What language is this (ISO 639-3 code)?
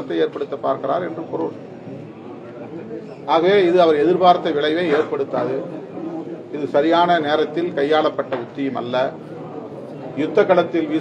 tam